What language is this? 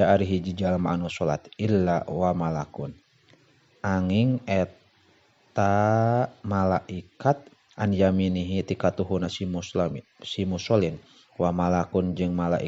Sundanese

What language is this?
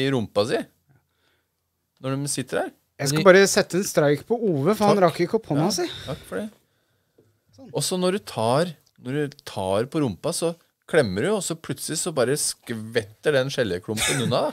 Norwegian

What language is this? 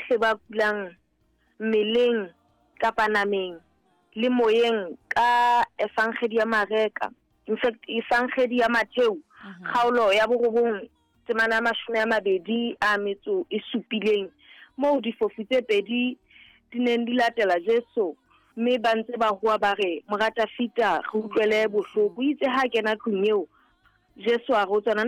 Southern Sotho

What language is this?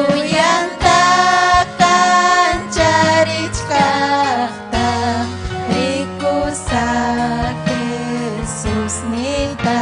Ayacucho Quechua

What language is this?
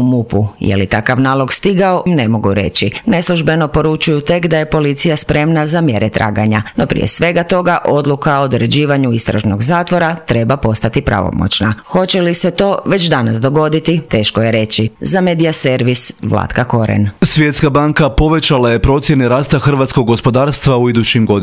Croatian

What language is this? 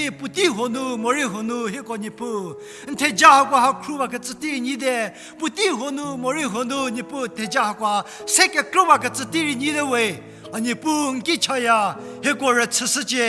Angami Naga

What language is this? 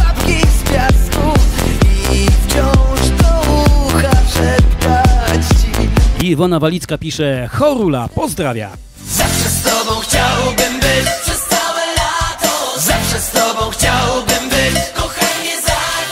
Polish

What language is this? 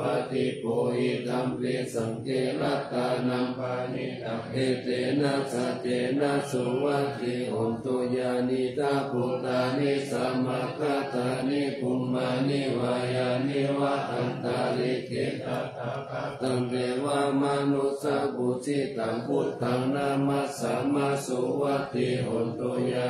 Pali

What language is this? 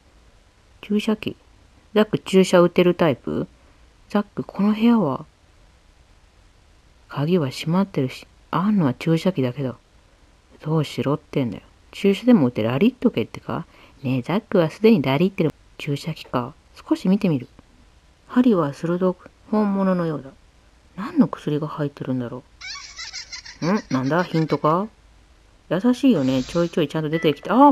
Japanese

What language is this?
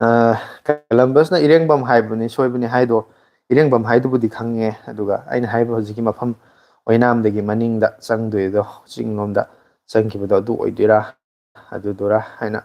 Manipuri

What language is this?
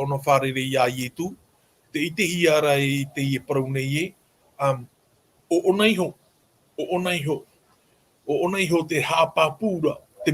Tahitian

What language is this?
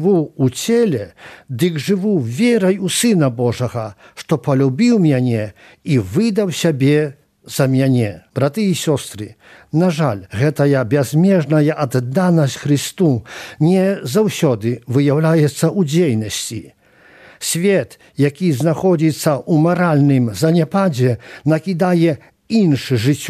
Belarusian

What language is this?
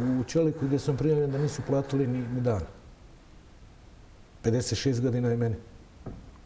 Bosnian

